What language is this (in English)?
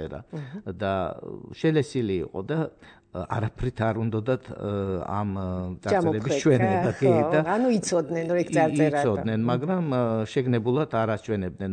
Georgian